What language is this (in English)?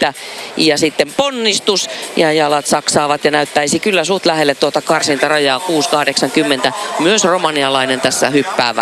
Finnish